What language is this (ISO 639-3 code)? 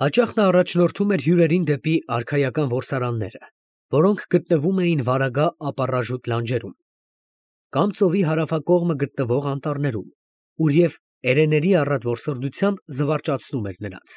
hye